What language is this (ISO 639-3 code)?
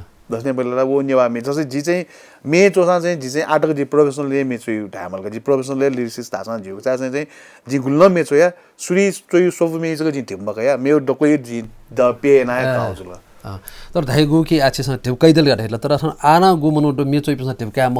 new